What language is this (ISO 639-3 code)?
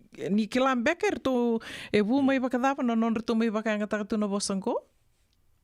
fij